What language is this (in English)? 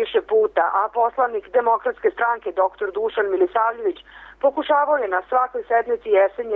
Serbian